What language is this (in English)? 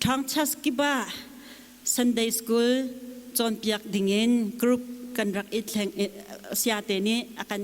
Hakha Chin